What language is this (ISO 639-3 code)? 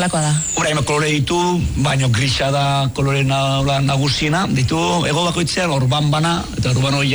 eus